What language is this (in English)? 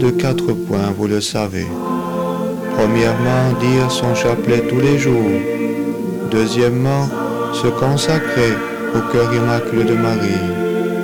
French